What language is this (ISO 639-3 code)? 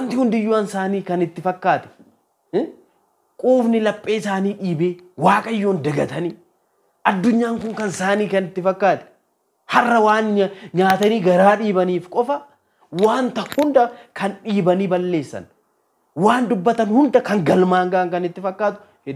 orm